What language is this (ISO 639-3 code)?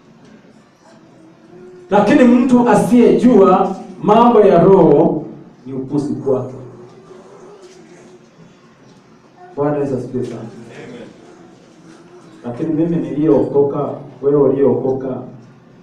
swa